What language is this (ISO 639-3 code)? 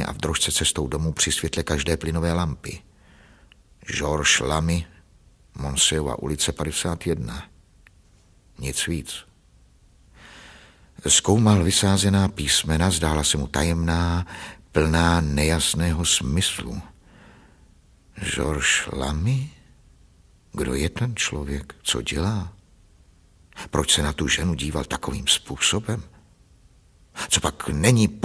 ces